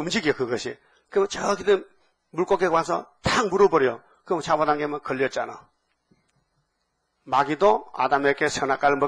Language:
Korean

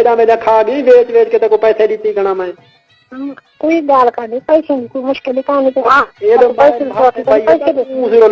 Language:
Saraiki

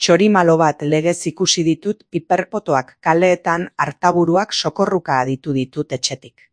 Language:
Basque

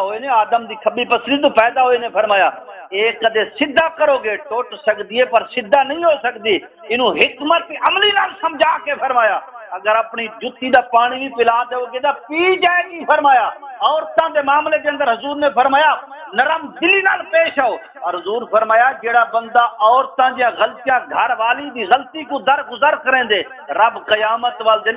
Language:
Saraiki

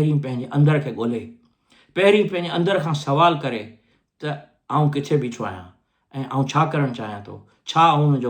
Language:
Sindhi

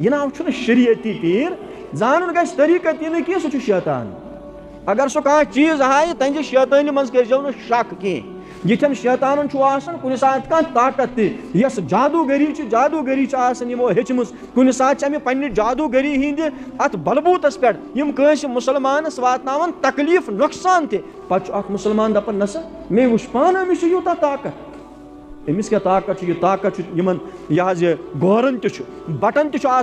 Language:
Kashmiri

